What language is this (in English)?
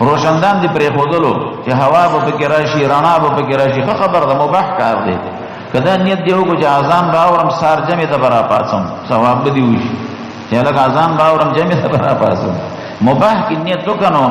Pashto